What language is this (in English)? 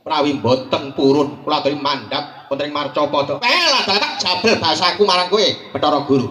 Javanese